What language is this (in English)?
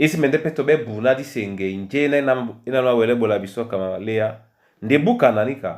Duala